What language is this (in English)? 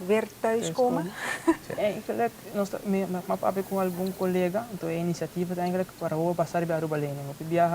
Papiamento